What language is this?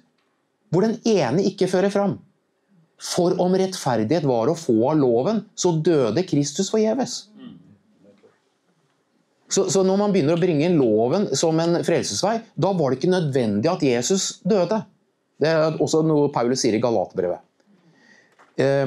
Norwegian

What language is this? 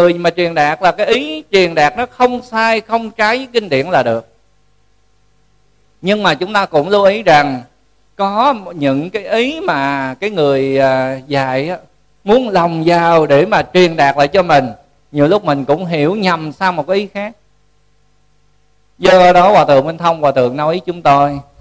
Vietnamese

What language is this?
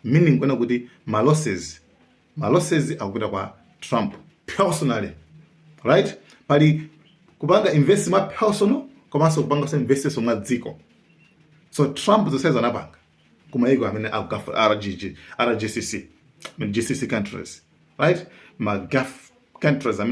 Nyanja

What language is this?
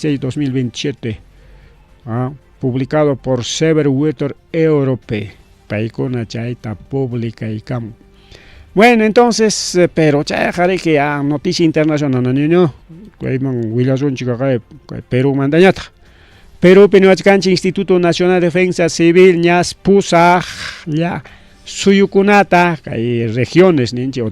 Ayacucho Quechua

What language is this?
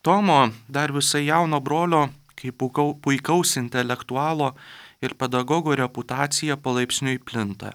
Lithuanian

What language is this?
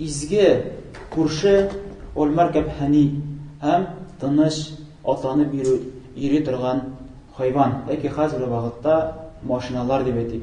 Tatar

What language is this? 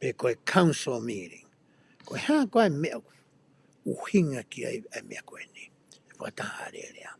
Tongan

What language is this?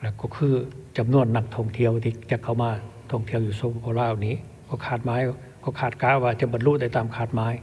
Lao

